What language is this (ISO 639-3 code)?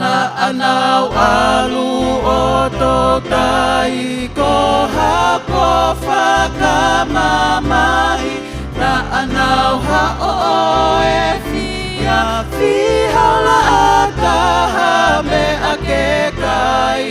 ton